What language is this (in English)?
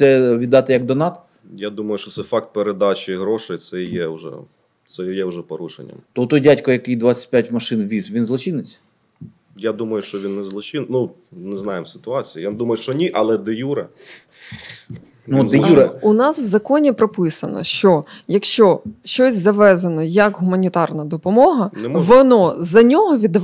Ukrainian